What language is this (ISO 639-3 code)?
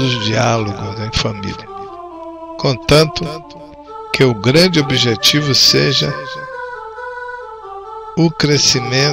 por